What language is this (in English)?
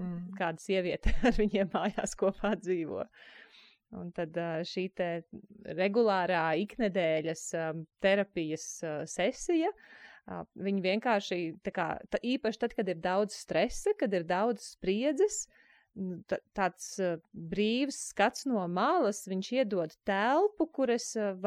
Latvian